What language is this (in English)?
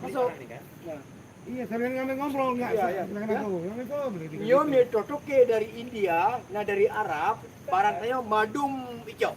Achinese